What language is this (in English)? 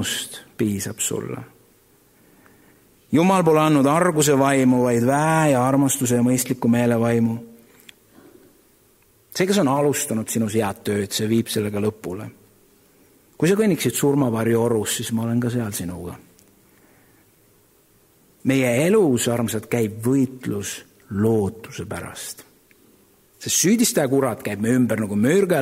Estonian